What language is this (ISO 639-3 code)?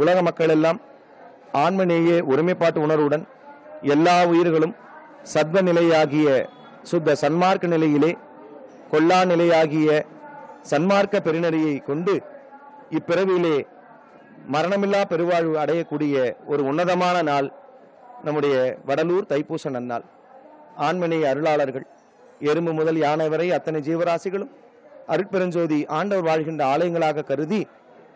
tam